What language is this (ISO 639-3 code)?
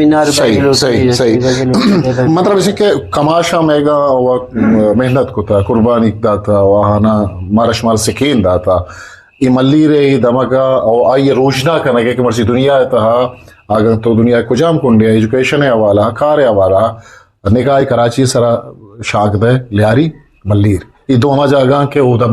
bgp